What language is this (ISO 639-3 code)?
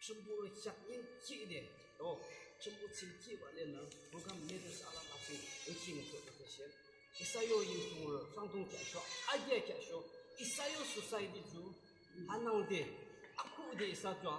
yim